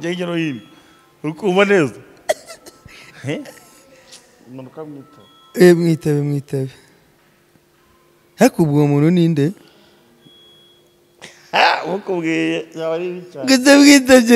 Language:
Kinyarwanda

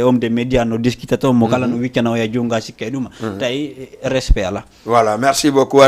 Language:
Fula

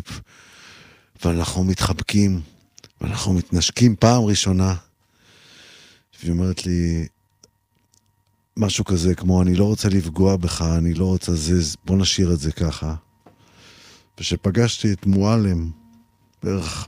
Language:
Hebrew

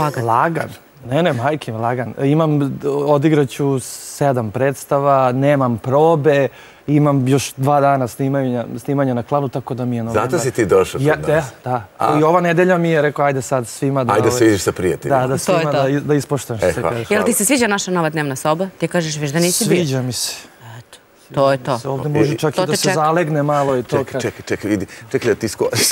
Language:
Serbian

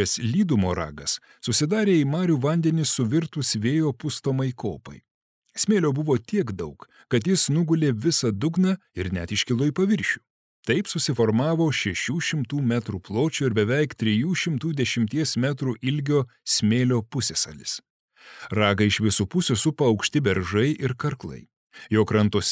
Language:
Lithuanian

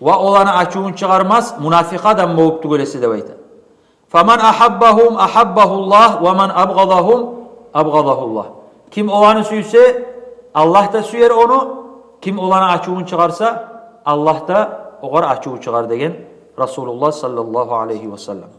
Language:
Kumyk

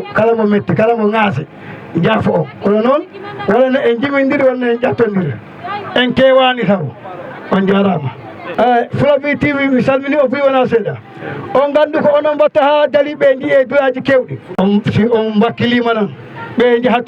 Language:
Fula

